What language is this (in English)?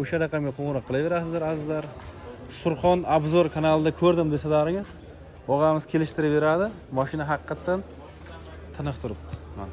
Uzbek